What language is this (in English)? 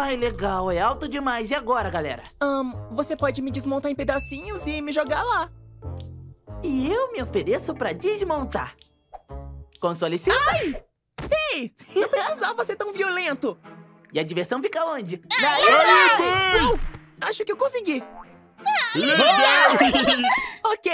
Portuguese